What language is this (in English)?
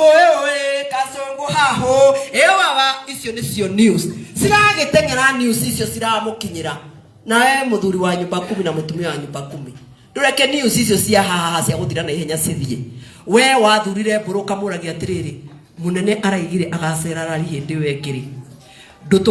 Kikuyu